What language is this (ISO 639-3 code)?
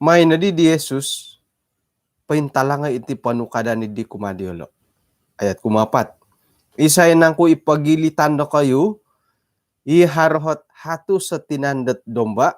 dtp